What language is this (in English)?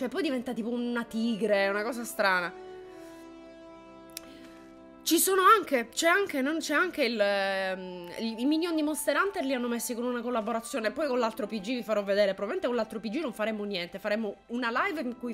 Italian